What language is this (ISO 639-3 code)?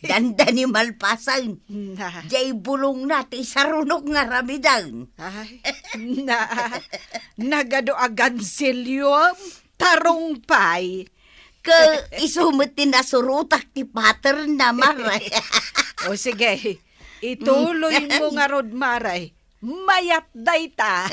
ilo